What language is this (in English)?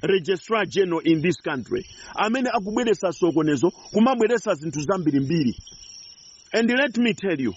Nyanja